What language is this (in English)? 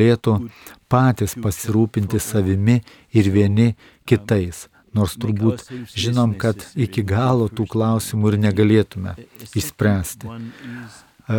Lithuanian